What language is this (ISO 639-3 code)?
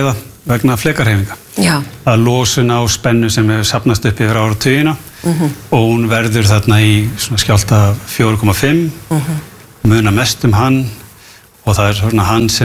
isl